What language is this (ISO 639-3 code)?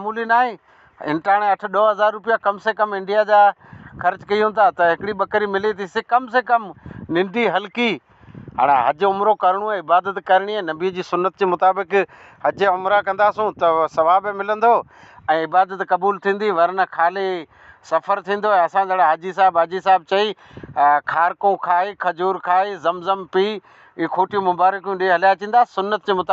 snd